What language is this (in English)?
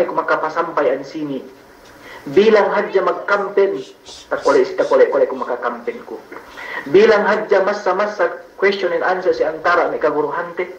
Yakan